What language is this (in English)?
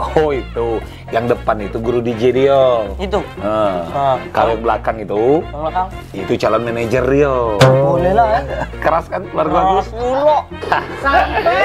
Musi